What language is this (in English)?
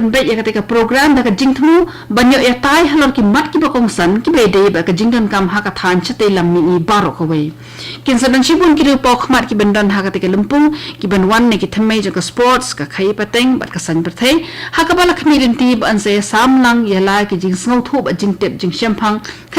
Khasi